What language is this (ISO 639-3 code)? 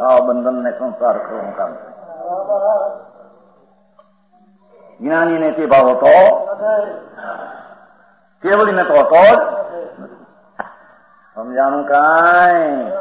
guj